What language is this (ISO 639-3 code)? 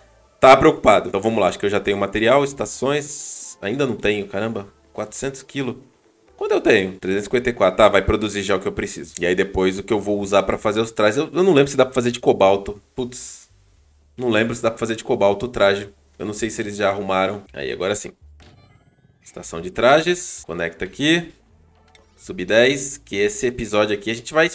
por